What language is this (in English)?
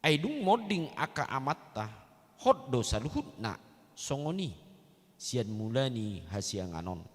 Batak Toba